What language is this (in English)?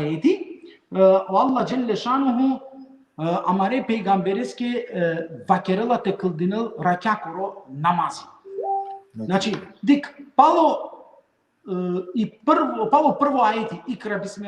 Balkan Romani